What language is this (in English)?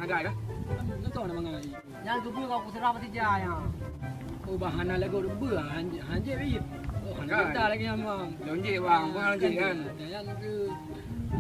Achinese